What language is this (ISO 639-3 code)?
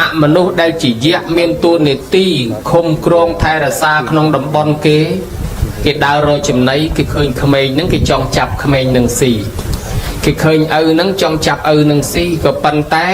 khm